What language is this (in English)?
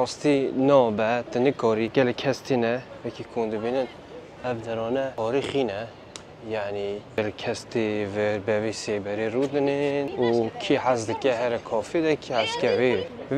Kurdish